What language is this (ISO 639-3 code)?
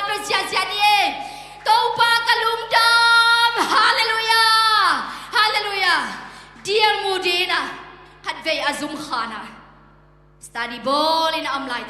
ctd